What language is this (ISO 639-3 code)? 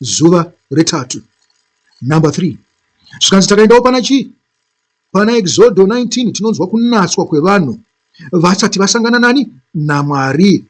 sna